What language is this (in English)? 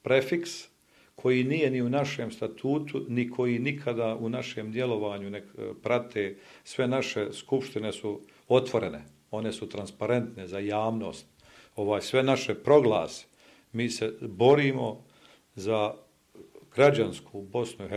Bosnian